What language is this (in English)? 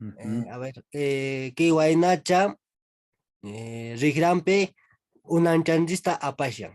Quechua